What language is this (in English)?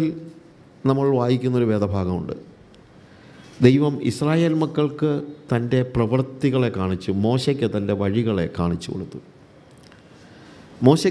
Malayalam